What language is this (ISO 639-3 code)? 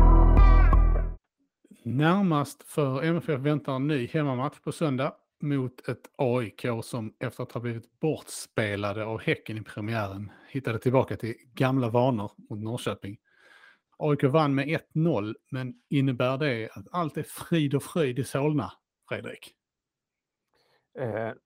swe